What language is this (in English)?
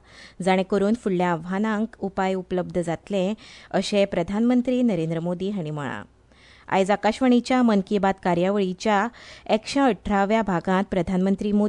Konkani